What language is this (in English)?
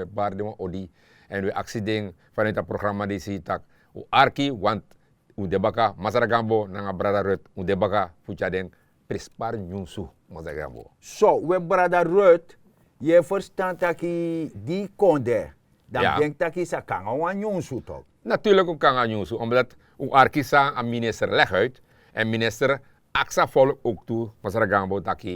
Sranan Tongo